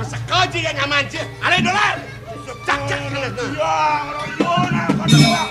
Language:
Balinese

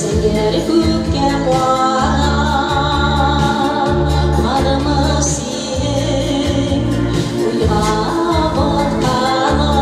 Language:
Bashkir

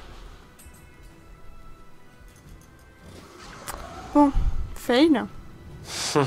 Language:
French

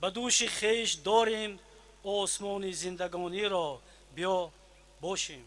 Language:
Tajik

